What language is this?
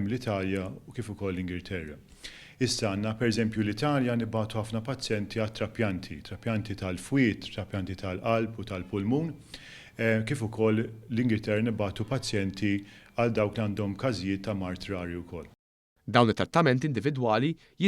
Maltese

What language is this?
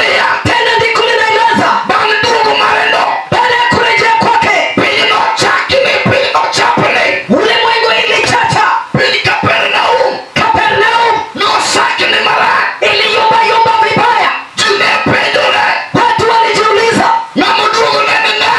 Luo (Kenya and Tanzania)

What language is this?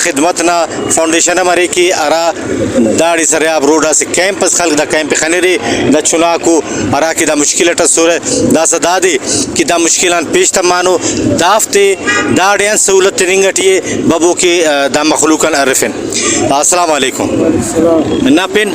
Brahui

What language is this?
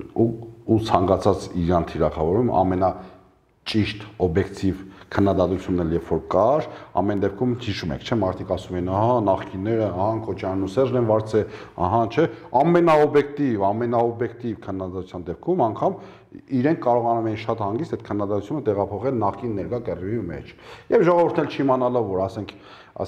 Armenian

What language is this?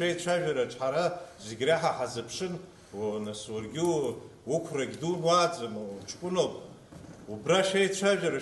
Abkhazian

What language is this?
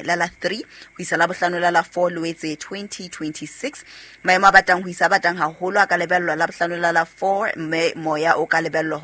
Southern Sotho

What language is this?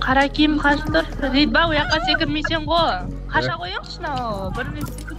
Kara-Kalpak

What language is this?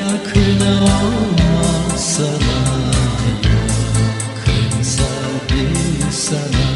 Gagauz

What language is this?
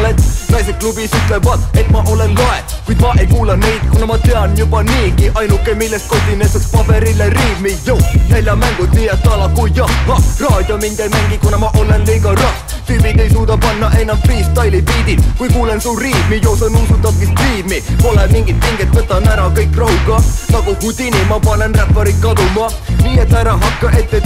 Estonian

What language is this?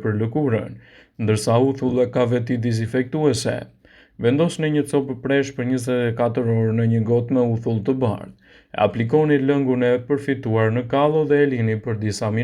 Albanian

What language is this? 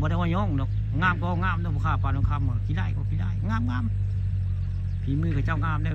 Northeastern Thai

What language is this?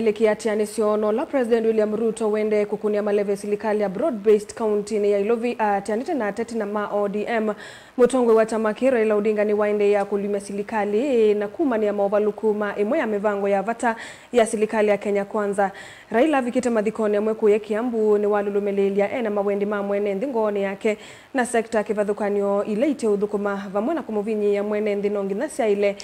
Kamba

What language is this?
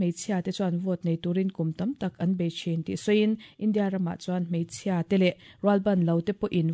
Mizo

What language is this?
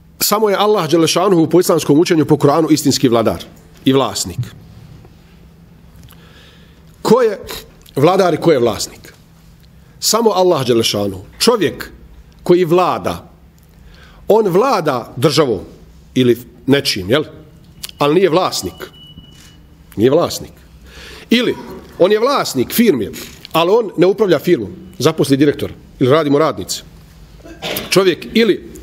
Bosnian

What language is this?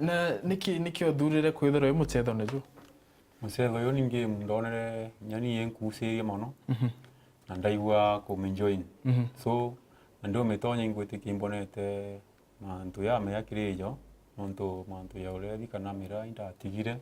Meru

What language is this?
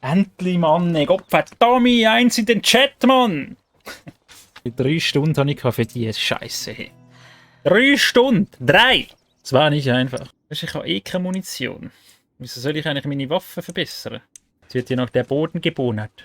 Swiss German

